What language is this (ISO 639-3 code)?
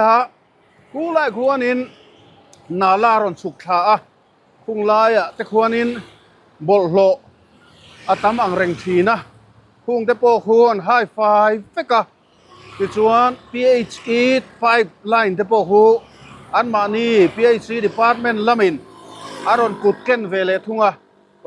lus